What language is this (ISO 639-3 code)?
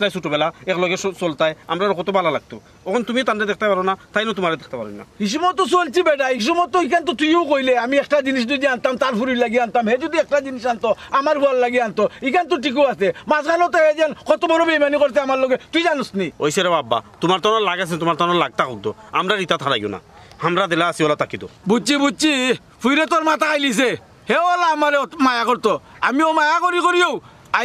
syl